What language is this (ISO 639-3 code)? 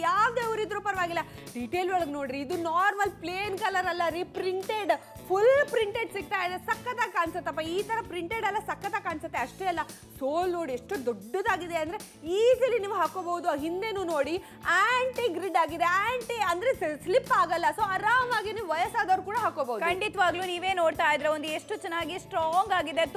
kan